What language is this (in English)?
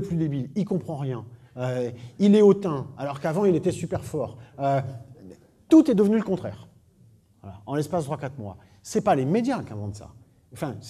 French